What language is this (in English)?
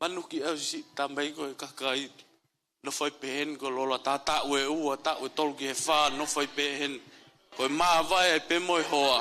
Tongan